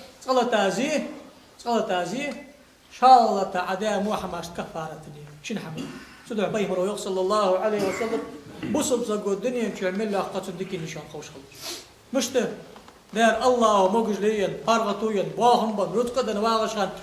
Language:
Ingush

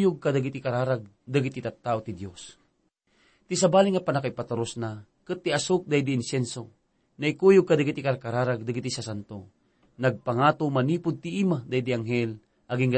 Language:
Iloko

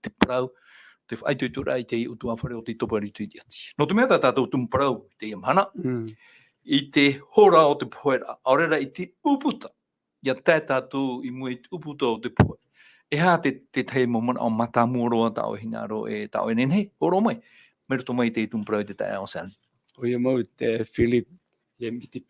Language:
Tahitian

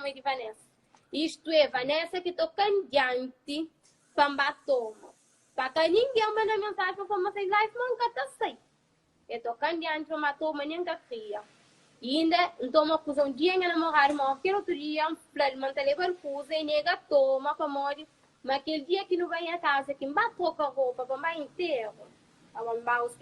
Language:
Kabuverdianu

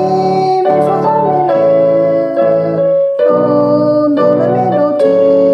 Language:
Lahu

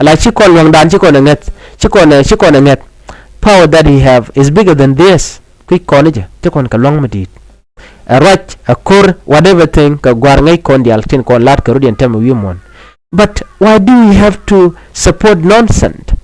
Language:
Nuer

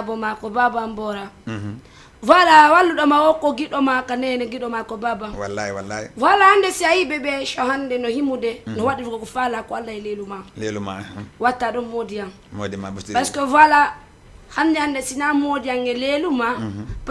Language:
Fula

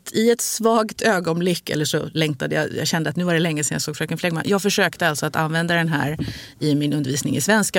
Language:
Swedish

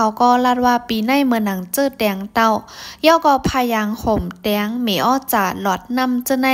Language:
Shan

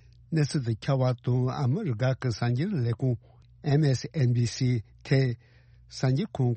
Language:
Tibetan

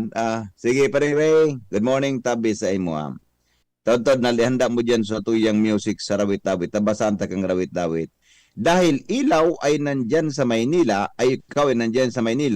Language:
Bikol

